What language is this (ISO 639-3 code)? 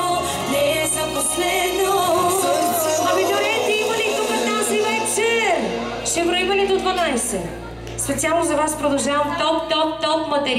bul